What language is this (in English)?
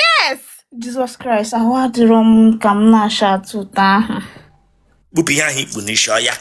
Igbo